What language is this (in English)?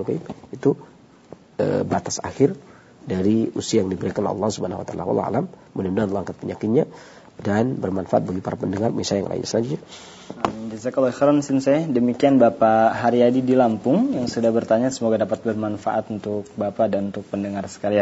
Indonesian